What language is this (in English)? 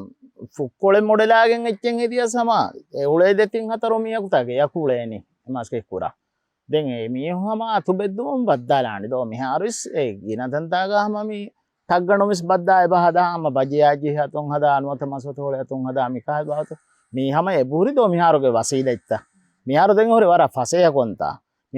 Divehi